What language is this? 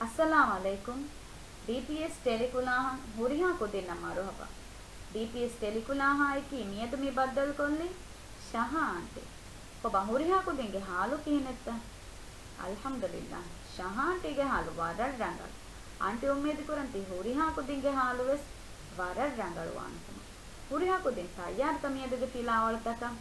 Divehi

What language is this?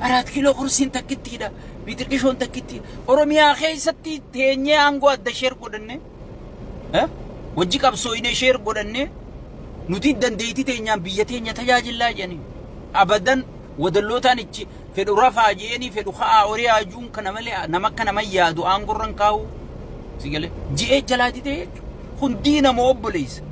Oromo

